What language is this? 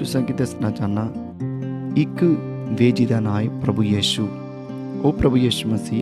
Dogri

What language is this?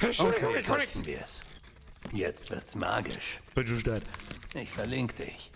Bavarian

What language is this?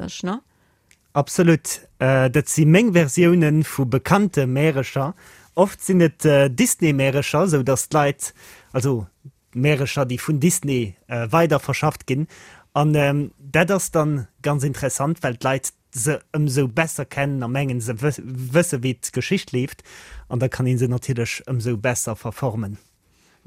Luxembourgish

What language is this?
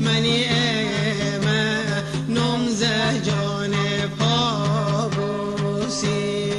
Mazanderani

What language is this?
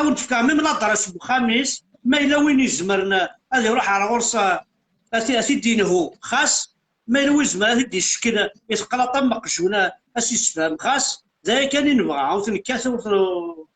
Kabyle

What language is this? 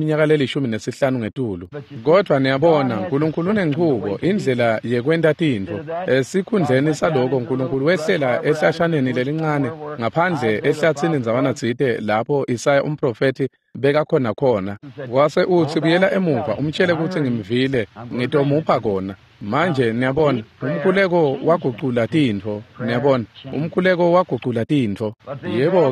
Swati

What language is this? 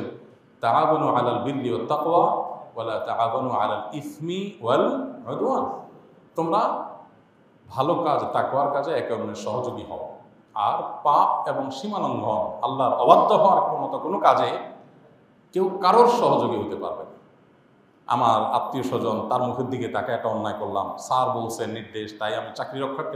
Bangla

